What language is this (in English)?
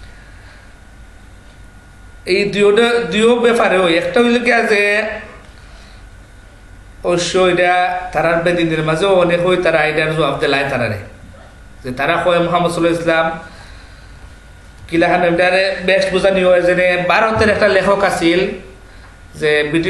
Bangla